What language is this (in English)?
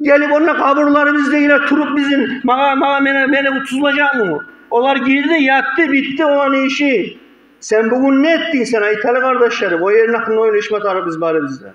Kumyk